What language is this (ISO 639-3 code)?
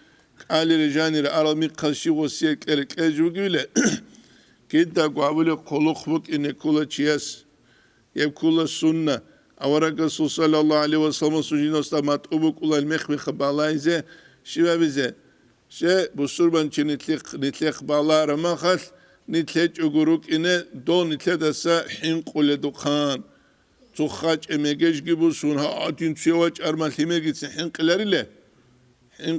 ava